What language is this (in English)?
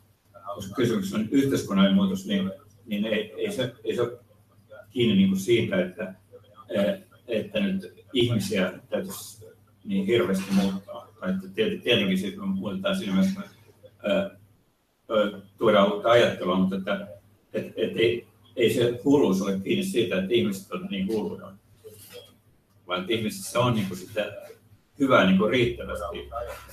Finnish